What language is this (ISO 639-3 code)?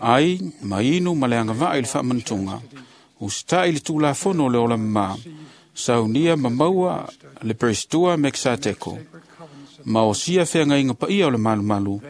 smo